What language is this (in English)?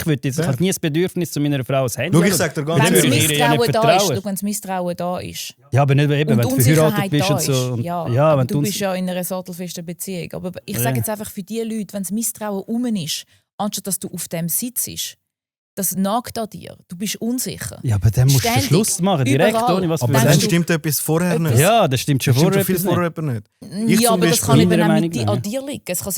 Swiss German